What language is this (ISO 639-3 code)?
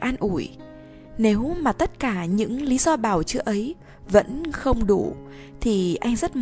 vie